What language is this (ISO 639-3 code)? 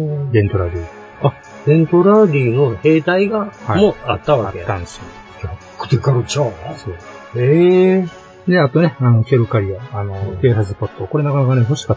jpn